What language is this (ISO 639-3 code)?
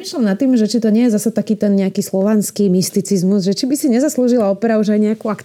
slk